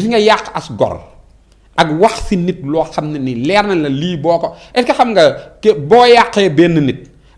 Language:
Wolof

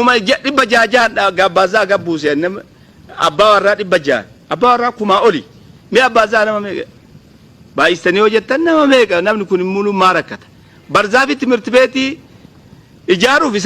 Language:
Oromo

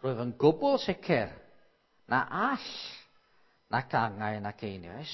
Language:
Welsh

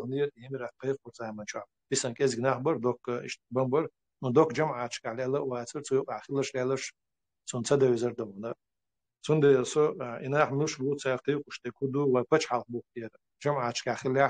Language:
Chechen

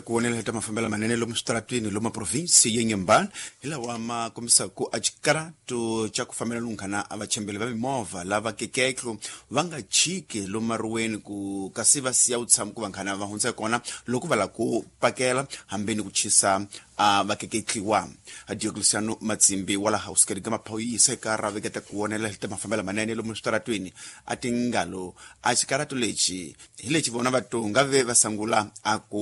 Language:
Tsonga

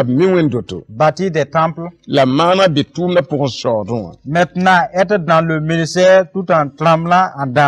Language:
Mossi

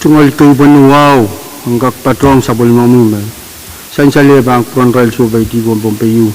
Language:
Pohnpeian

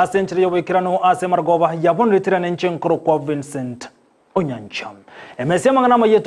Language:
Gusii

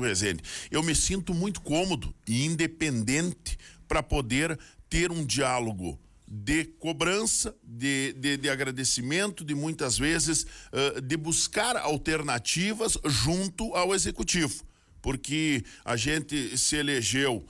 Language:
Portuguese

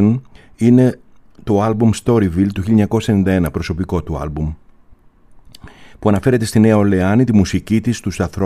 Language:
Greek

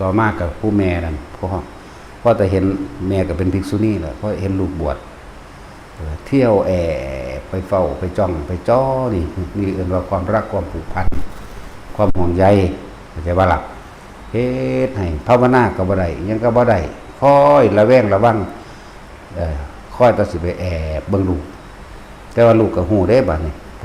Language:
Northeastern Thai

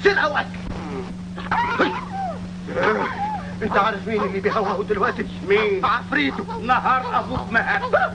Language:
Egyptian Arabic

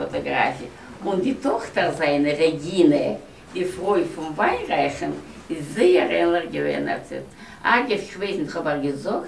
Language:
Yiddish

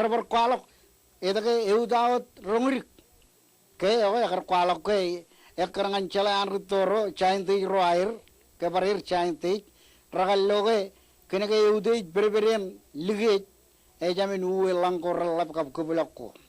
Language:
Marshallese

